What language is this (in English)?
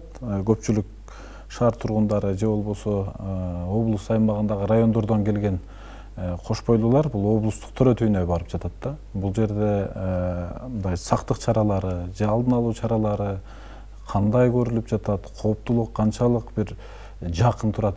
Kyrgyz